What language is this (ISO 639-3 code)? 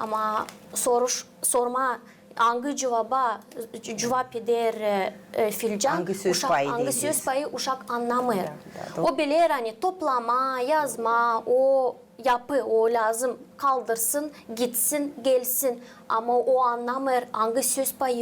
gag